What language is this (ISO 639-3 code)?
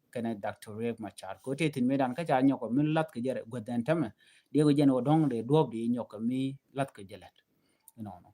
nus